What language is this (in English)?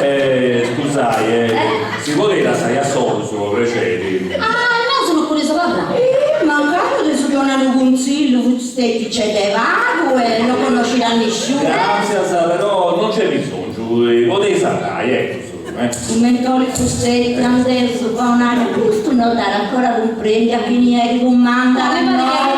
Sardinian